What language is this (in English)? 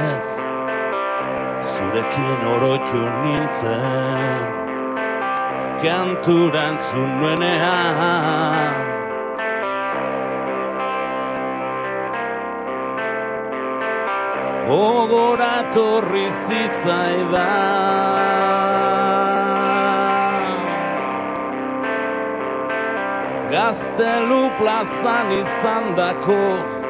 Basque